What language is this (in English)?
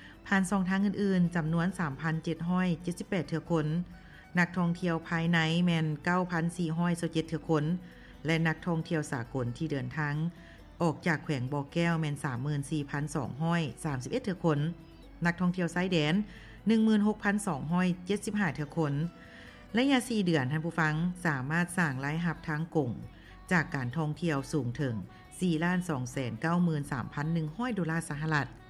Lao